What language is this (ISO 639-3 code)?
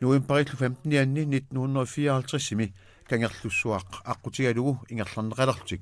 kal